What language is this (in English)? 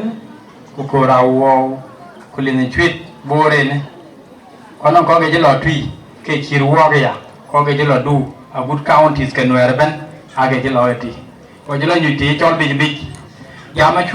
Dinka